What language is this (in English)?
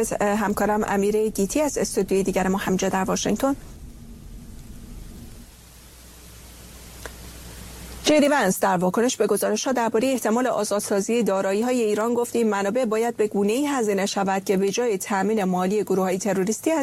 Persian